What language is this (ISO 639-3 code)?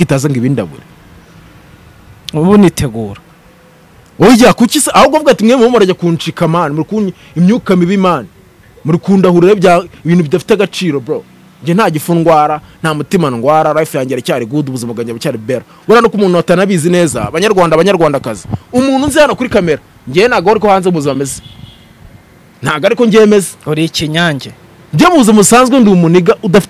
kin